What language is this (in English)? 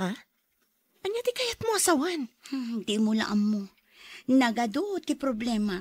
Iloko